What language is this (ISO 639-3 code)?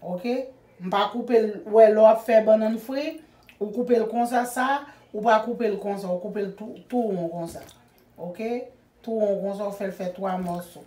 hat